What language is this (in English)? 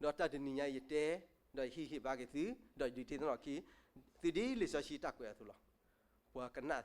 S'gaw Karen